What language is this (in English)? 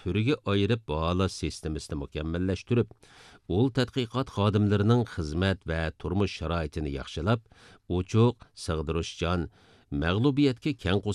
Uyghur